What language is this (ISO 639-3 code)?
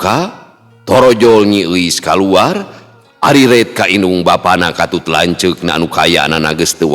sun